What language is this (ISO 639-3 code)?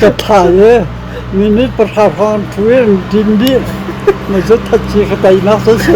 cnh